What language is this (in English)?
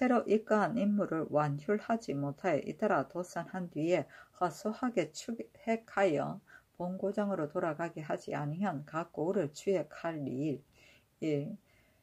Korean